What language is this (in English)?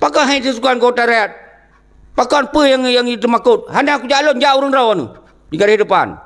Achinese